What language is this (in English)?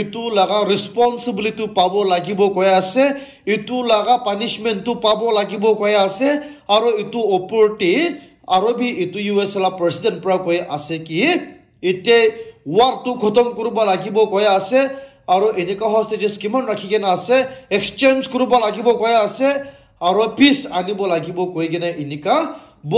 Naga Pidgin